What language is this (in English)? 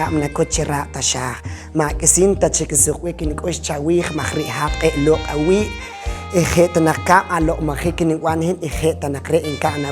Poqomchi'